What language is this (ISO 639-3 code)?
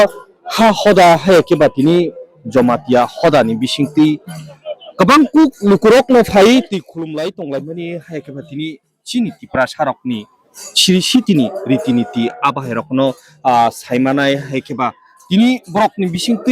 trp